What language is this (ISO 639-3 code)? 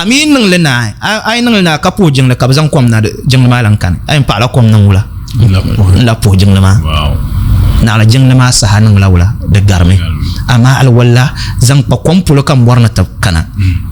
dag